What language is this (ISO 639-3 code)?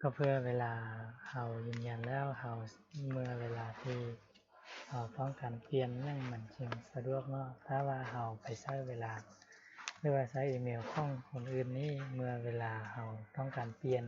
lao